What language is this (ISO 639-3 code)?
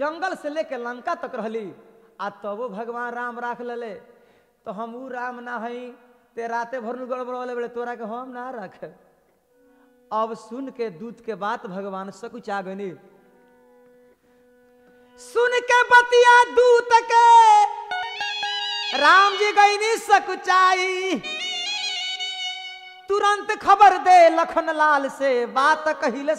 bho